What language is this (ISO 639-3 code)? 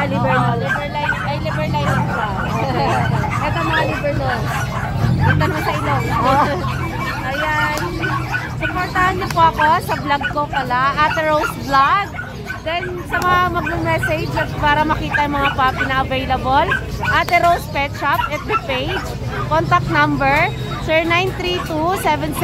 fil